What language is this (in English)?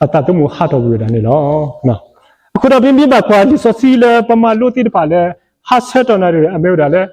S'gaw Karen